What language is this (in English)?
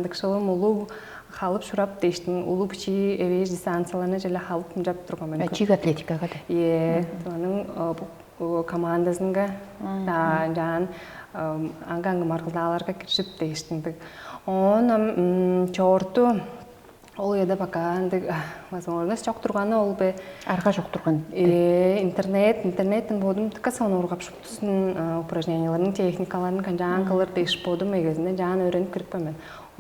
Tuvinian